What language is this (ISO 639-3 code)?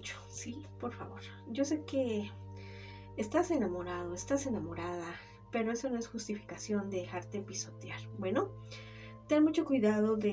spa